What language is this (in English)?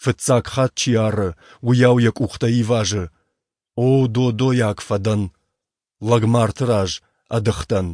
Ossetic